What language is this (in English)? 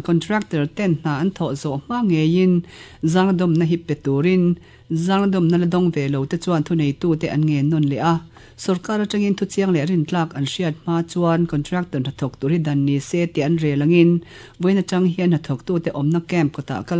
Mizo